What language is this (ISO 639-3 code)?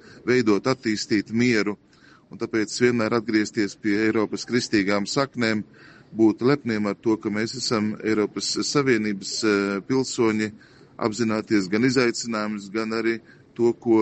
lav